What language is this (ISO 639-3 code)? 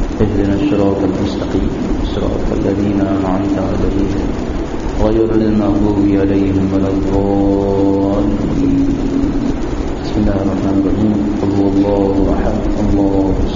urd